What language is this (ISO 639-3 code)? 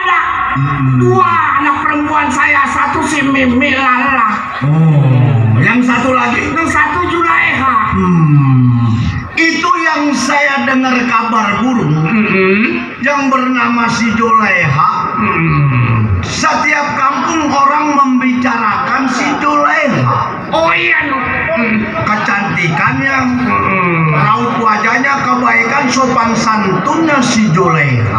bew